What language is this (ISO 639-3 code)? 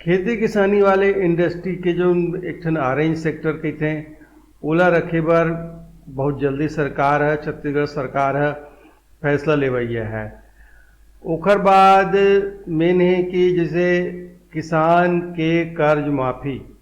hne